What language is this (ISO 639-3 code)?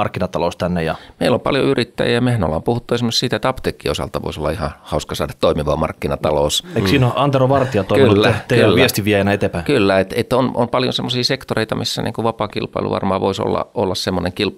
fin